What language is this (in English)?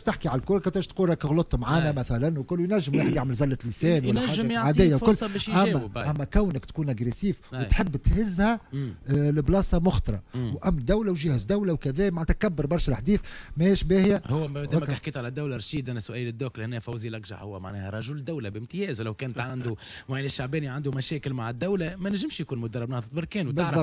Tunisian Arabic